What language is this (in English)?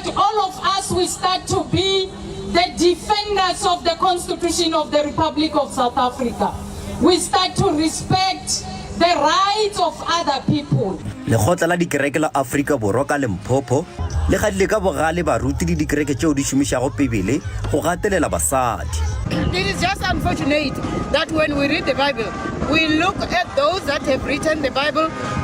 Northern Sotho